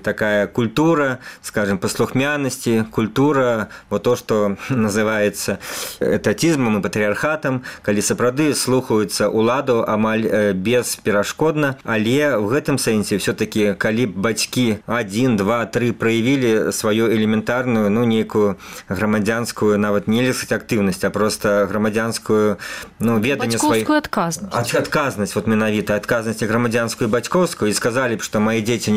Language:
Belarusian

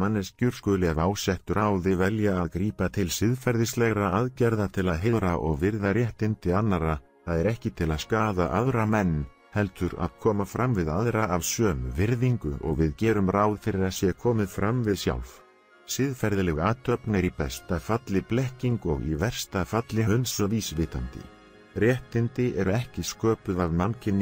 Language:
Icelandic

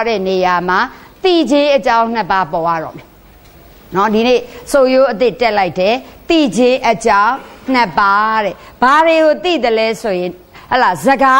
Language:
Burmese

